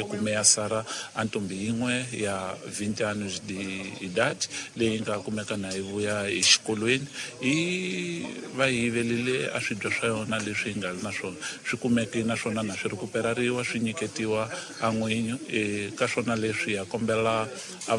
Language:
Tsonga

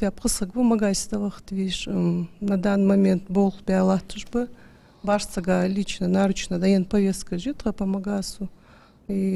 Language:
Ingush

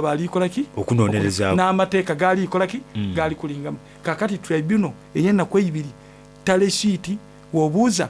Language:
Soga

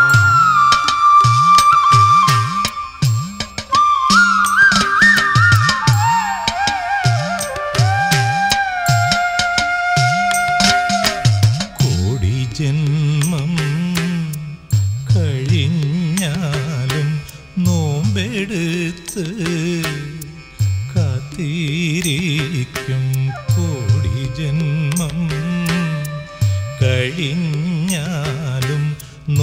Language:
Malayalam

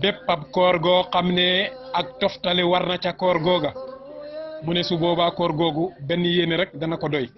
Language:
Wolof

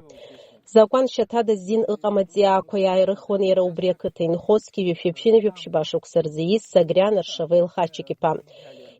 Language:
Abkhazian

